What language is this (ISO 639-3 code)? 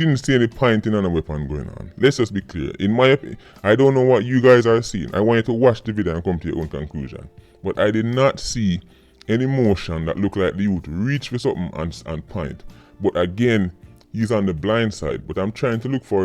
jam